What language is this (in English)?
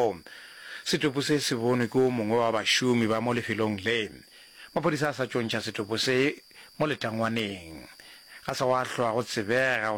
Northern Sotho